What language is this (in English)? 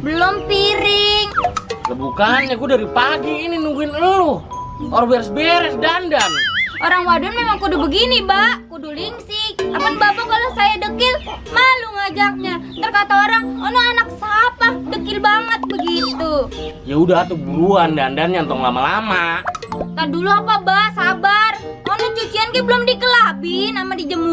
Betawi